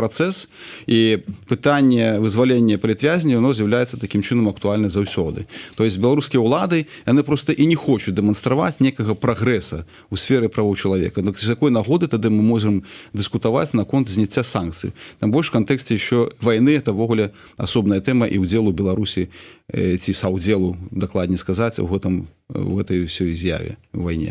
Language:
Belarusian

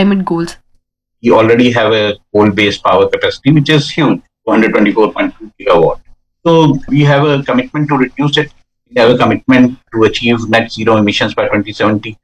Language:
English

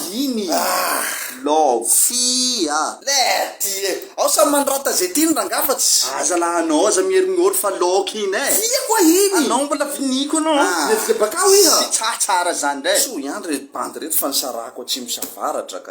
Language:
Malagasy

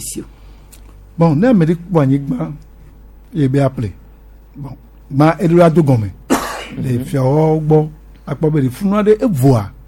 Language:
Gen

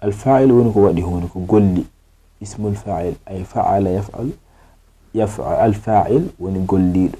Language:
Fula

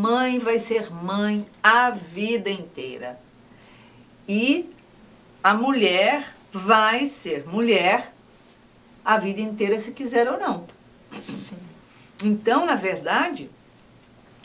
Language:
Portuguese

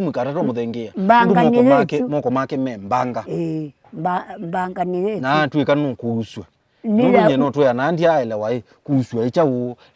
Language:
Kamba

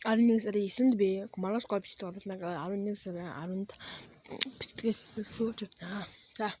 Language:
Mongolian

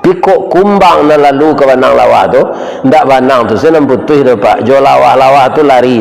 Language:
Minangkabau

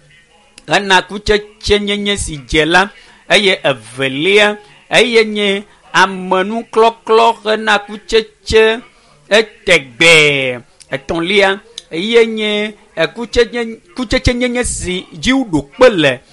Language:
Ewe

